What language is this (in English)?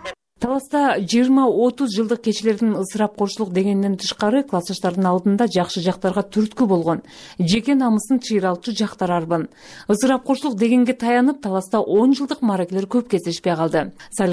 Kyrgyz